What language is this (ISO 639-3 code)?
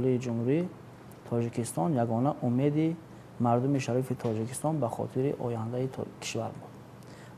tgk